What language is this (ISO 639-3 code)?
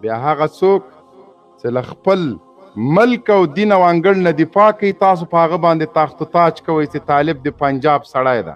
pus